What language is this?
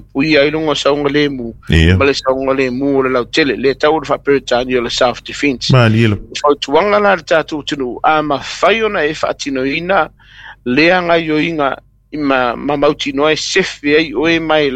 Samoan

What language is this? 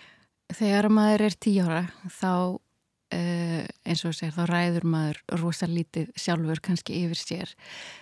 Icelandic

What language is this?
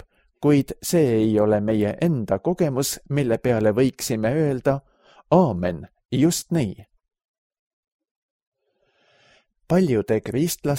Estonian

